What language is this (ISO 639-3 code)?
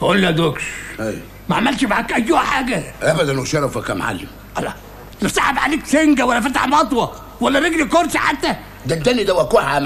arz